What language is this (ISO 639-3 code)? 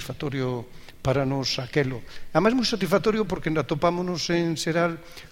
glg